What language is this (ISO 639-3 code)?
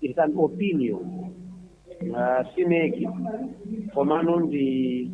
nya